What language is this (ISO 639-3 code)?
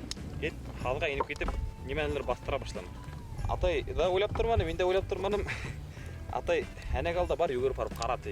bak